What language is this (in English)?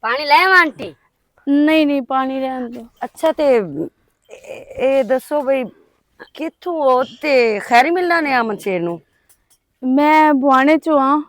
Western Panjabi